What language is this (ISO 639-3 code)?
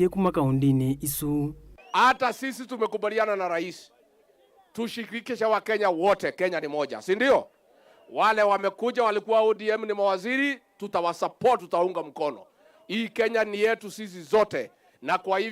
kam